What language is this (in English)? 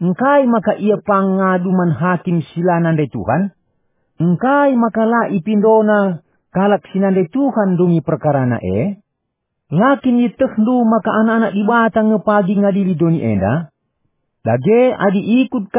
Batak Karo